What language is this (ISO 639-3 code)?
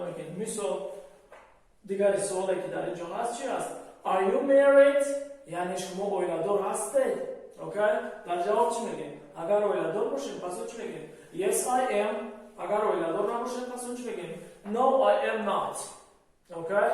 tgk